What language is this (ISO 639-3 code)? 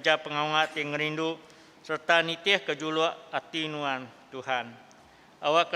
iba